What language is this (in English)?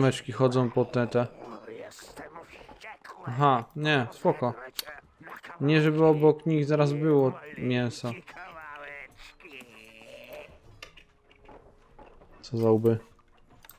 Polish